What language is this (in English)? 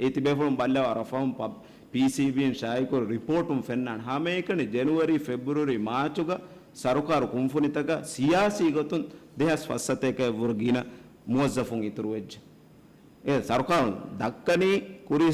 Divehi